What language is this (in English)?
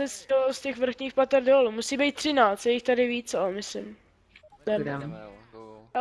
Czech